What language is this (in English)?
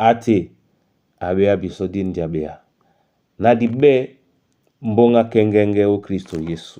Duala